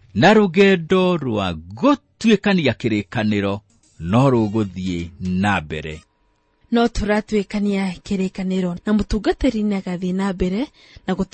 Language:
Kikuyu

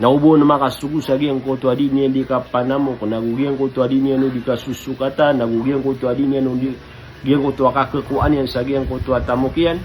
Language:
Maranao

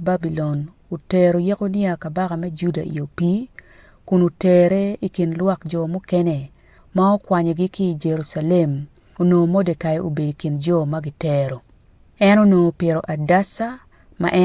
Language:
Acoli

